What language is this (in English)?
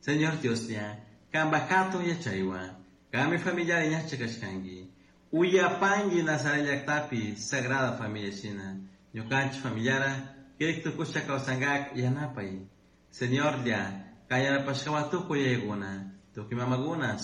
Chimborazo Highland Quichua